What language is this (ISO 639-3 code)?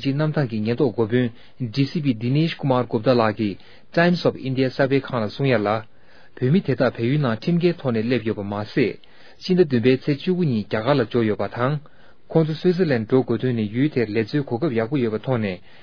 bod